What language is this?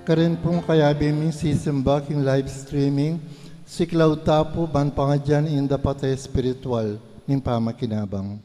Pampanga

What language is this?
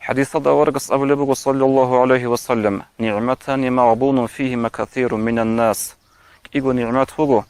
Avaric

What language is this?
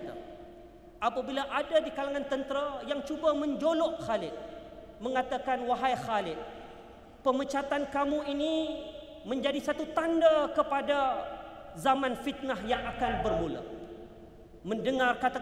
Malay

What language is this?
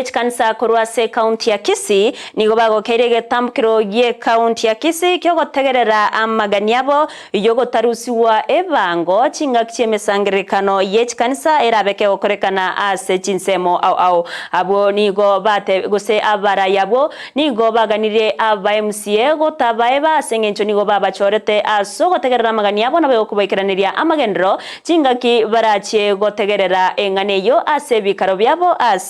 Gusii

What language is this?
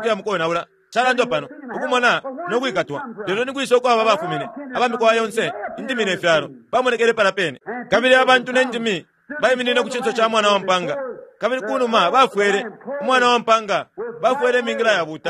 Bemba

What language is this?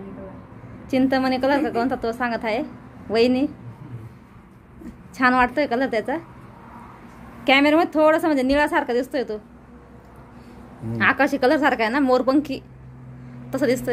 Marathi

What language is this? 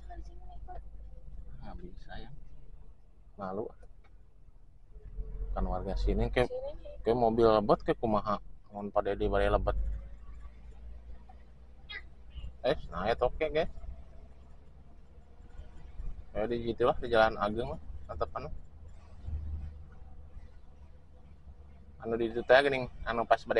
Indonesian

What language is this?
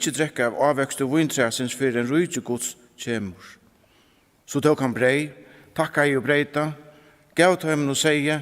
Faroese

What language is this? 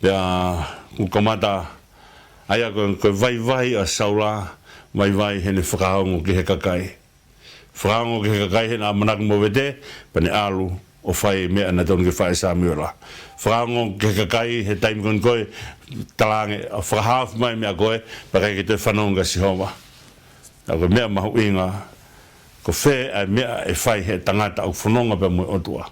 Tongan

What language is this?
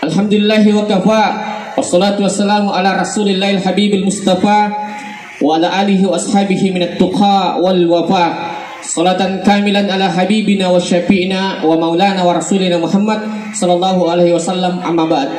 Buginese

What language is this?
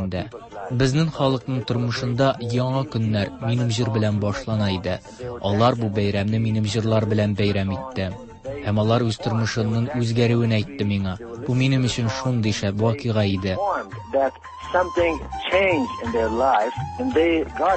Tatar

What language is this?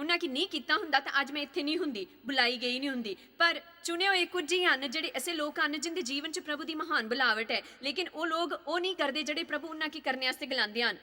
Dogri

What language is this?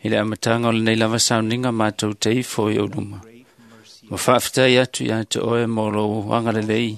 Samoan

